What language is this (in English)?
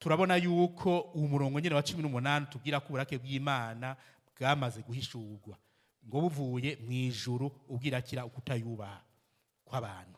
Rundi